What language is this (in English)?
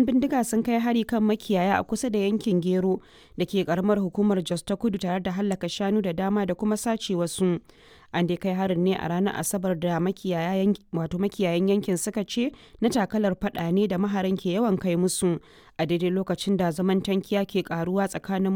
Hausa